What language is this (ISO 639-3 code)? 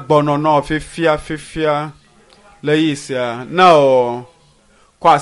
ewe